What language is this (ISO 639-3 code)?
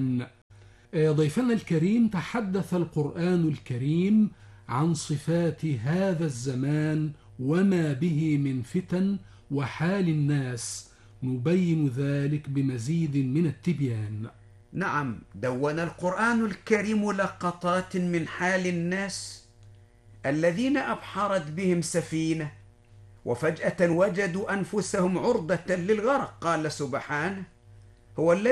ara